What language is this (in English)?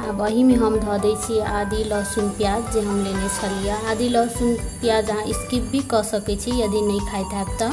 Maithili